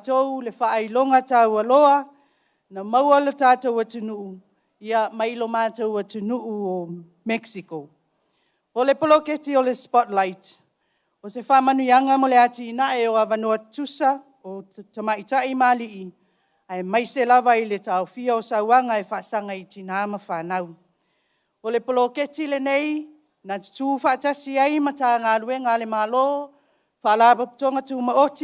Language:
Samoan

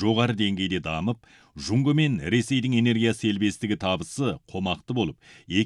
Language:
Kazakh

